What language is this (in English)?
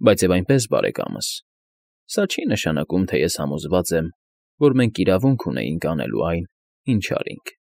Armenian